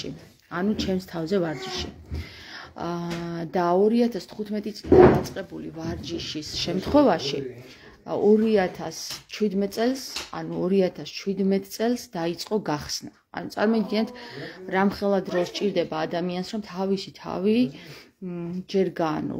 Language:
Georgian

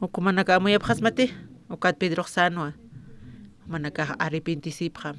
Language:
Aymara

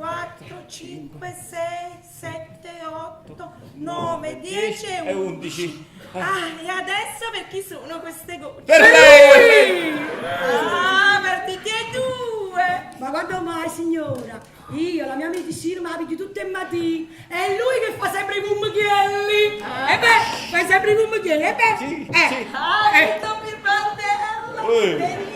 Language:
Neapolitan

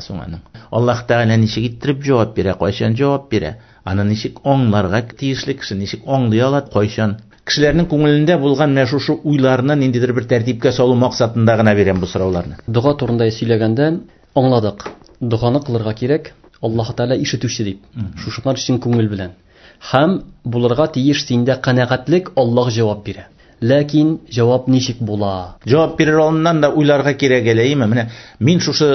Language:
Tatar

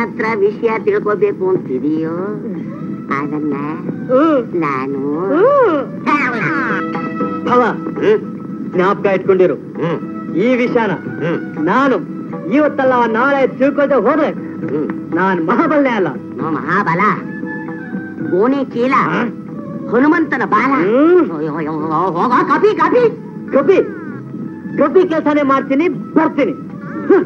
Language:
Kannada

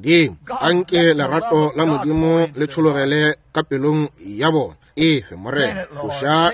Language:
Northern Sotho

